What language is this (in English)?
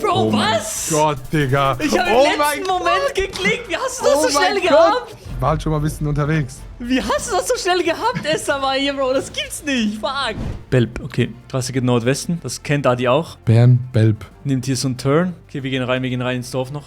Swiss German